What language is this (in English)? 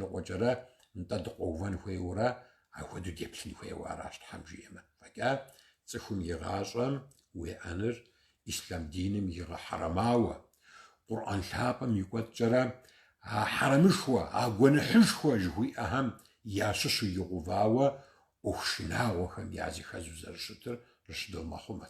Kabardian